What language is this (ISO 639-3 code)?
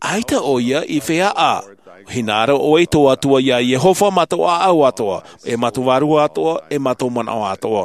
tah